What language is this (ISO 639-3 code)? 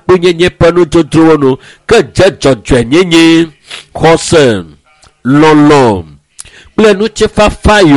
ewe